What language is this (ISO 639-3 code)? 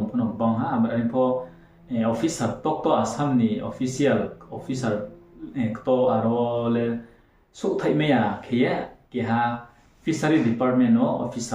ria